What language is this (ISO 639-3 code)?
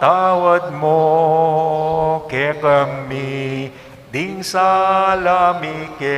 pam